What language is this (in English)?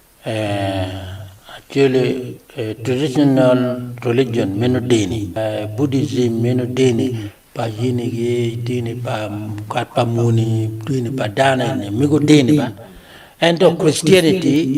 Acoli